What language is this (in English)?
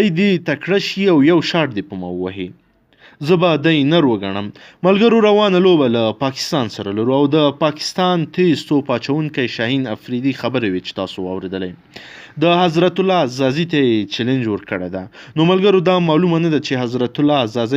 Pashto